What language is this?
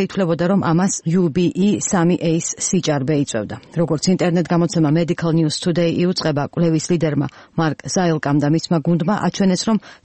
Georgian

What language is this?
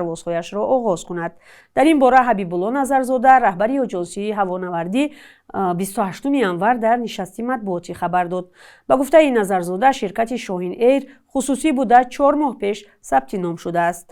Tajik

